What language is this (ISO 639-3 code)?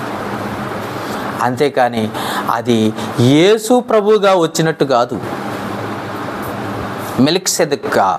tel